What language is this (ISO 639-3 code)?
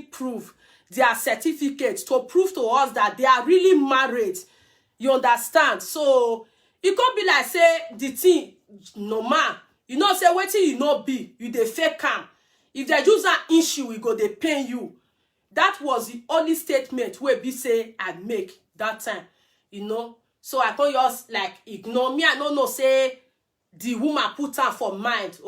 pcm